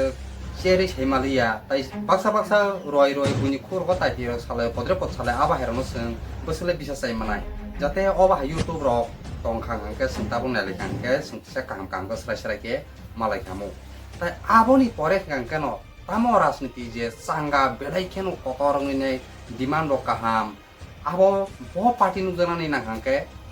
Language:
Kok Borok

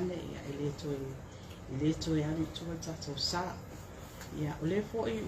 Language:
Samoan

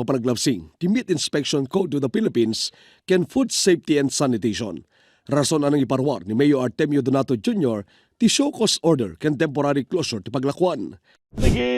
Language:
Iloko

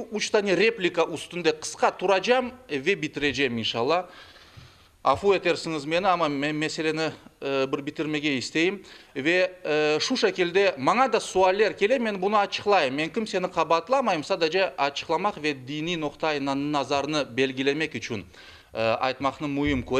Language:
Crimean Tatar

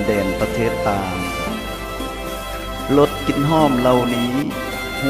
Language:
Lao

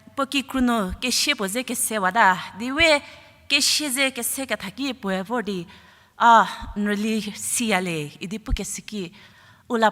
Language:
Angami Naga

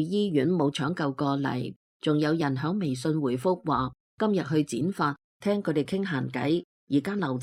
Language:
Cantonese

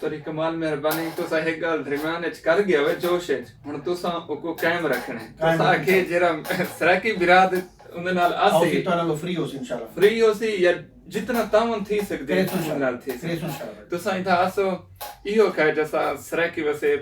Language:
Saraiki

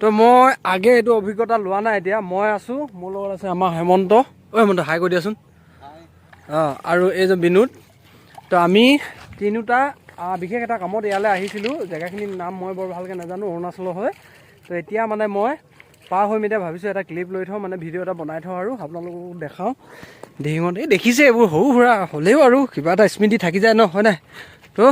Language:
Assamese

